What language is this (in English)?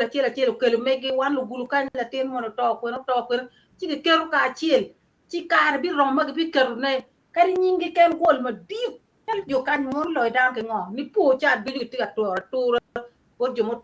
Acoli